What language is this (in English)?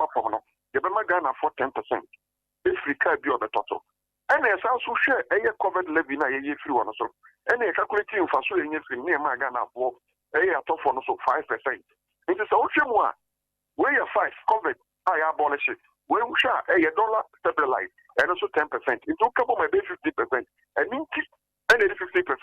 Akan